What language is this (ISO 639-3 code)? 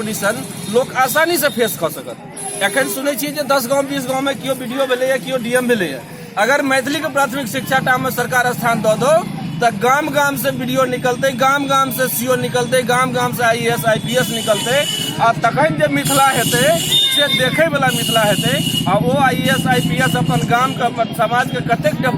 mai